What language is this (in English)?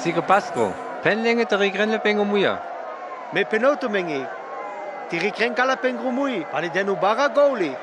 Sinte Romani